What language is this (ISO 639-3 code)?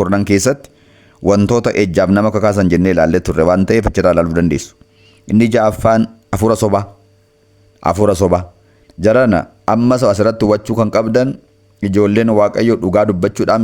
orm